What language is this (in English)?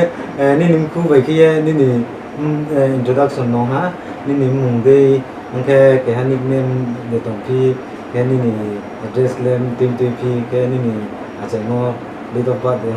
Riang (India)